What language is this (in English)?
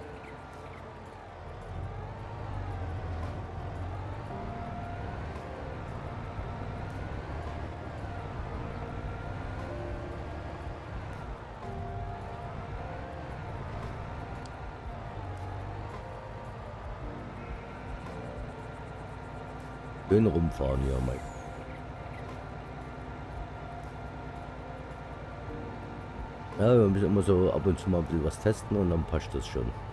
German